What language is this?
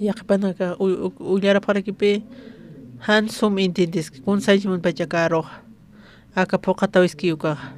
Aymara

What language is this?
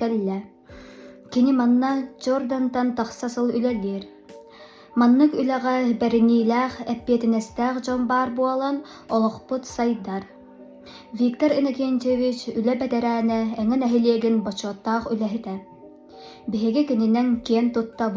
Yakut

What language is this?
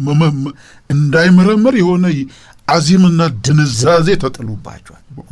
Amharic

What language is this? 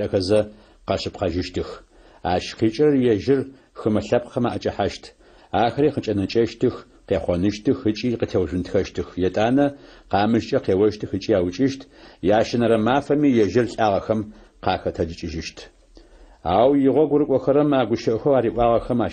Adyghe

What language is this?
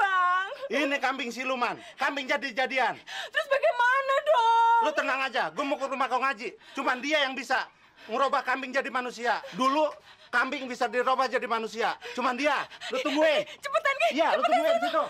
Betawi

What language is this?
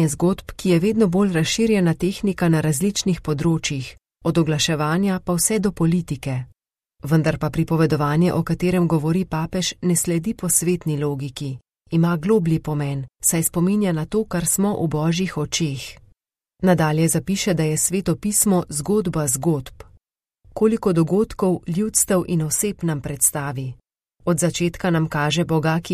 Slovenian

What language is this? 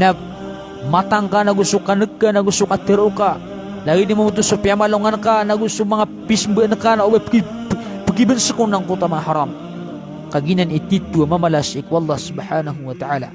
Maranao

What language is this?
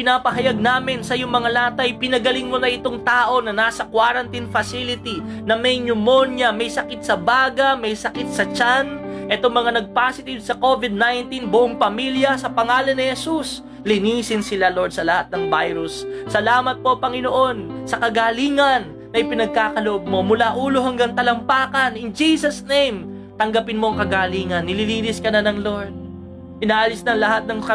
Filipino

